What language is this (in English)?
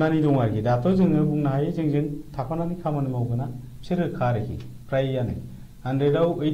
Bodo